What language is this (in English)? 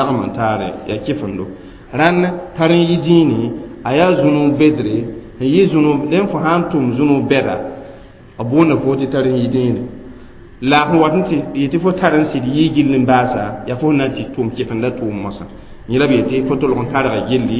Mossi